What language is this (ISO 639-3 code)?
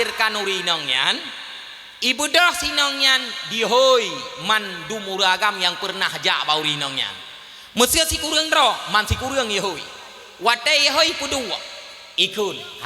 ace